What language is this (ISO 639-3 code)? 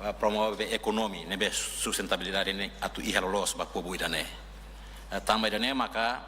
tet